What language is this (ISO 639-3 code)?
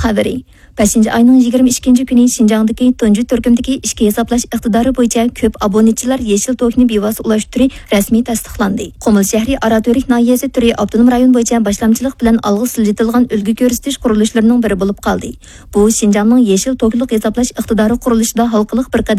uig